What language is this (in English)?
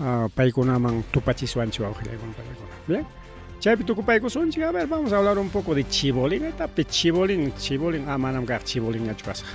Ayacucho Quechua